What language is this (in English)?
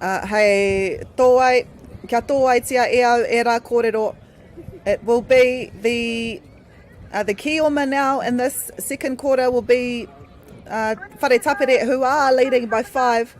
Māori